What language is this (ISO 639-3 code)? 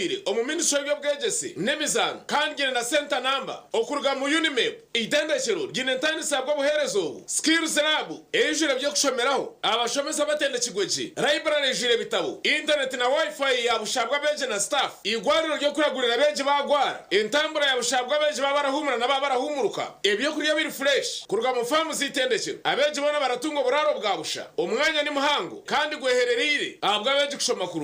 nyn